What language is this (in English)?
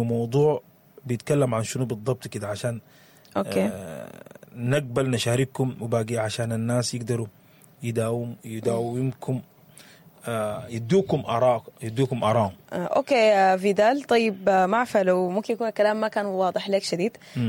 Sudanese Arabic